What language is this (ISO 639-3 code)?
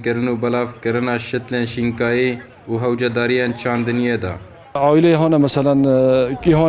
kur